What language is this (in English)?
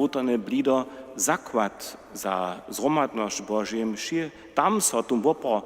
Upper Sorbian